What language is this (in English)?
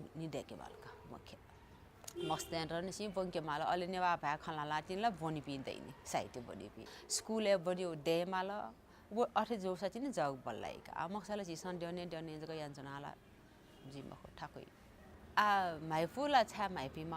Newari